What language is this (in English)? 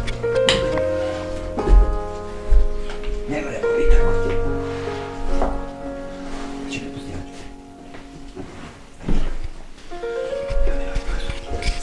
Bosnian